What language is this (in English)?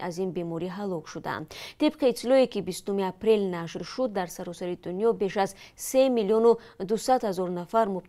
Tajik